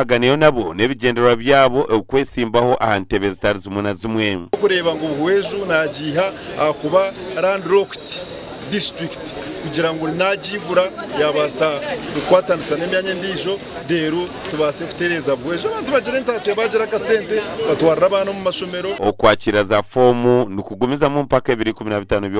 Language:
Nyankole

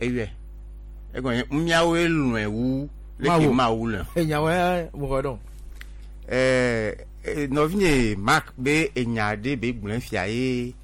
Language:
Gen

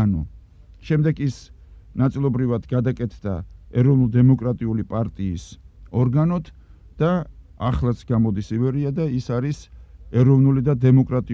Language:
Georgian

